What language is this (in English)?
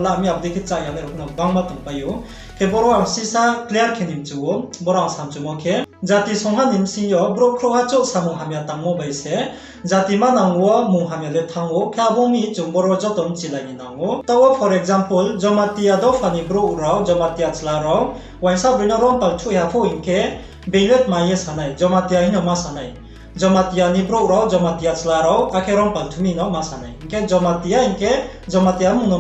Riang (India)